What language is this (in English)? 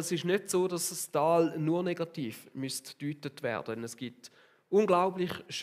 Swiss German